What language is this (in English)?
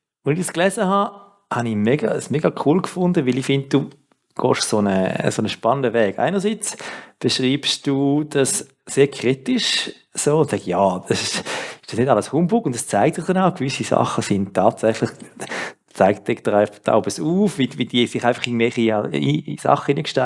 Swiss German